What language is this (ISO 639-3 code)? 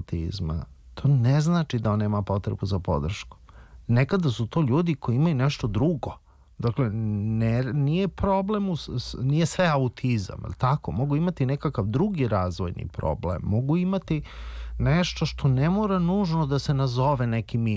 srp